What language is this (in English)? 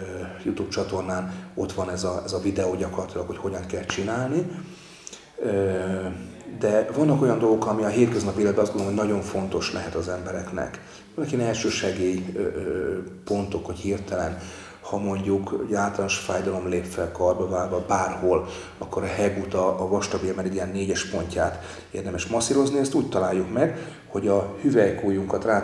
Hungarian